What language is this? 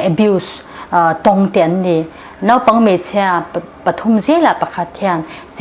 Mizo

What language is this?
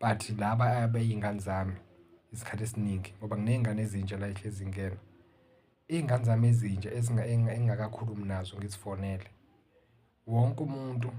Zulu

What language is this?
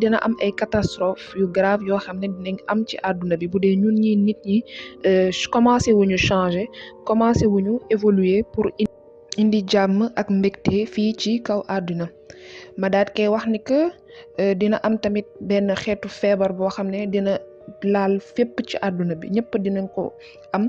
Wolof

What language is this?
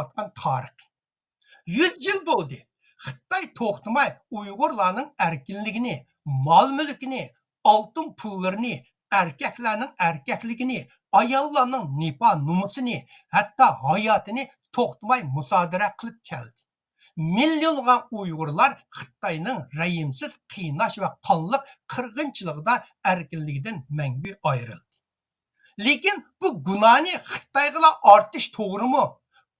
Uyghur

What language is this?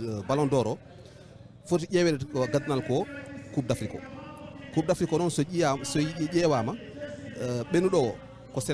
Fula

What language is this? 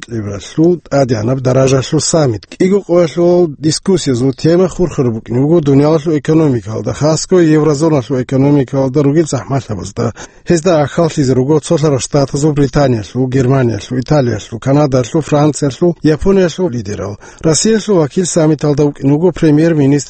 Avaric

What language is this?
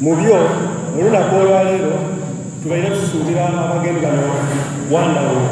Soga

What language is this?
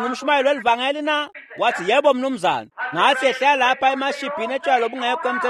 Swati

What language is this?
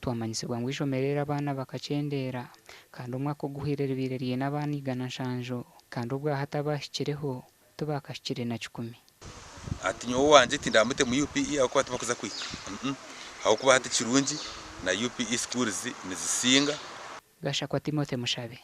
Nyankole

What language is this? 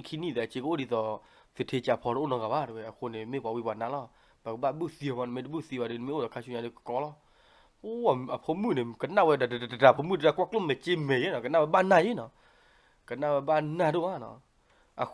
S'gaw Karen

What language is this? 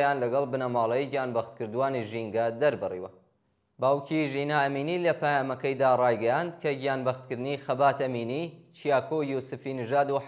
Central Kurdish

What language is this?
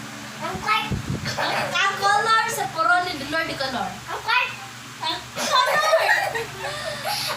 Cebuano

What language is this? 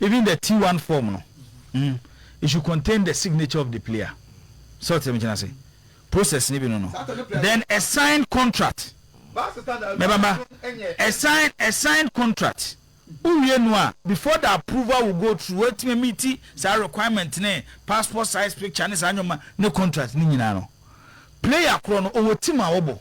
Akan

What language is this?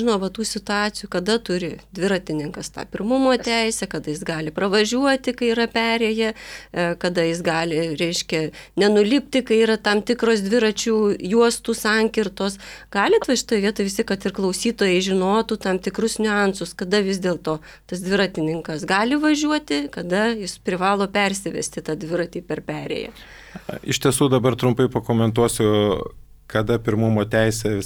Lithuanian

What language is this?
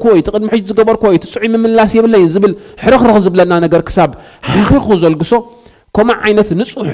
Tigrinya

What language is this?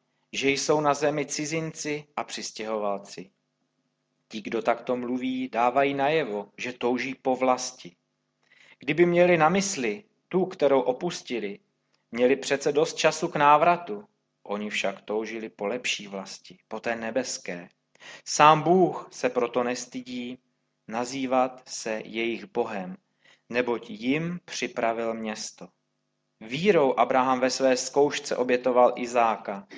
Czech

